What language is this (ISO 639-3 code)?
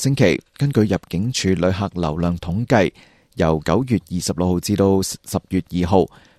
yue